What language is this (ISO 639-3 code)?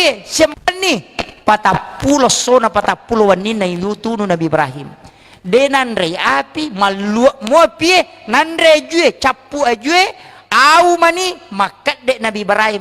bug